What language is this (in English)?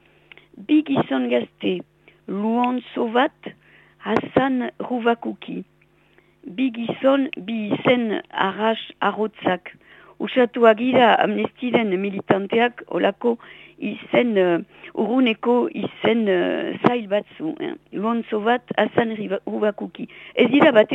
Basque